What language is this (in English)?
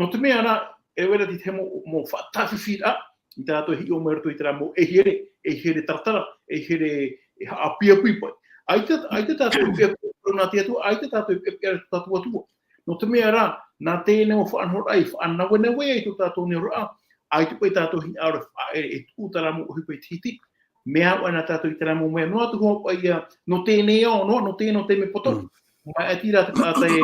Tahitian